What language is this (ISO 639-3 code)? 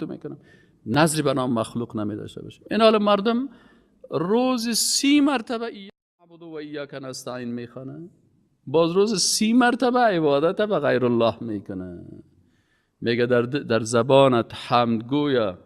fas